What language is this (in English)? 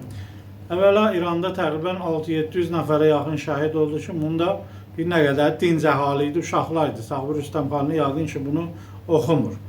Azerbaijani